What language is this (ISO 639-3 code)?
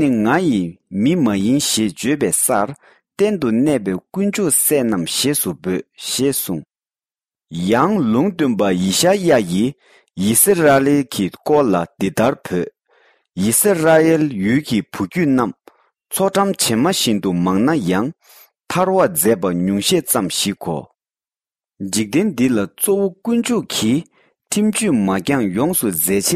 bod